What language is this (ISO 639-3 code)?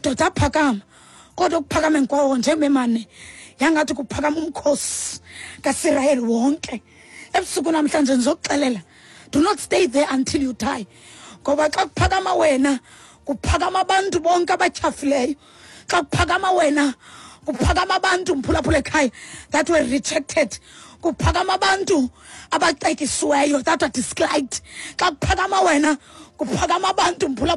xho